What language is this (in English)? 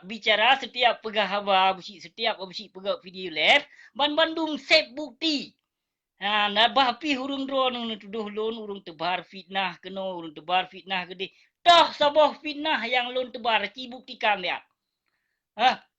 Achinese